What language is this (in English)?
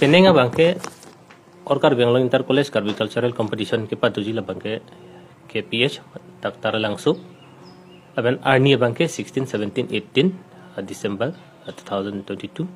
Karbi